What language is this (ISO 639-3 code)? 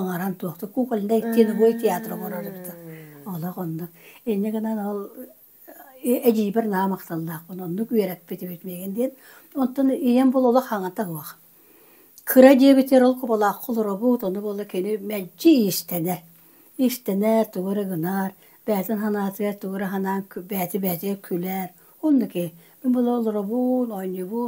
sah